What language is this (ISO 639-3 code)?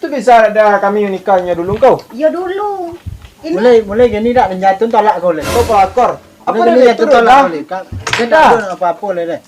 min